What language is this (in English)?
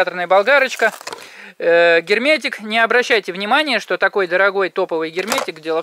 Russian